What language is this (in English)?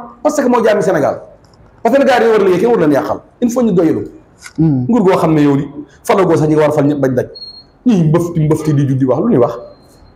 Wolof